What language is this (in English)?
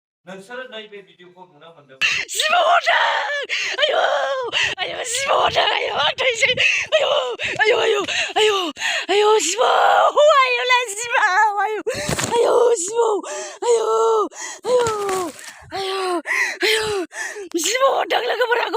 Bodo